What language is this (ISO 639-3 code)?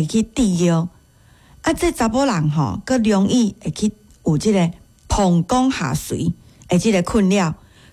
nan